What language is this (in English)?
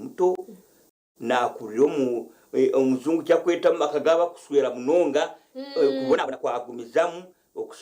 Nyankole